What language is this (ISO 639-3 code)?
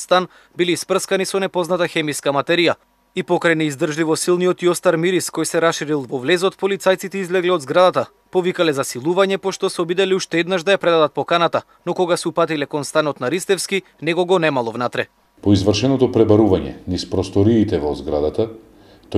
mkd